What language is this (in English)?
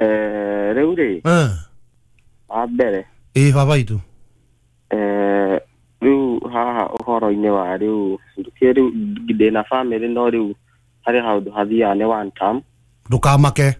Kikuyu